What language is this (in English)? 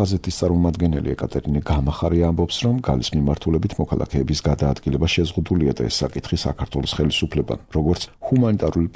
Georgian